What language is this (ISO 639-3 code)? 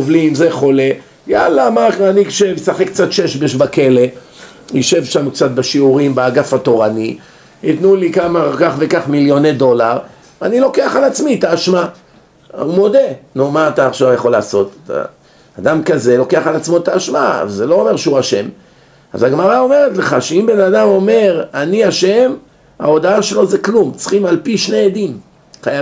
heb